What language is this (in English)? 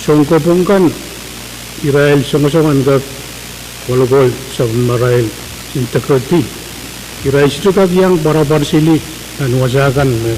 Pohnpeian